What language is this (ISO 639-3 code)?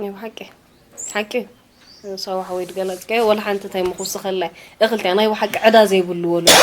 tir